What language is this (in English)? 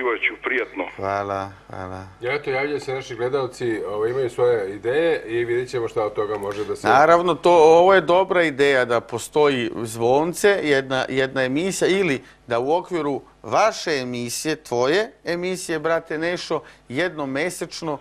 Serbian